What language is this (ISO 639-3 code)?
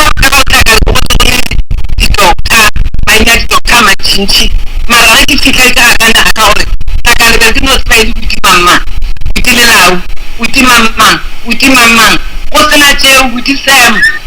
nso